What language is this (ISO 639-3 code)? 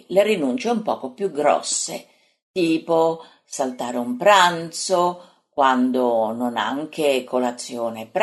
ita